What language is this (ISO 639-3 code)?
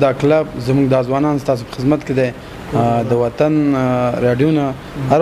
pus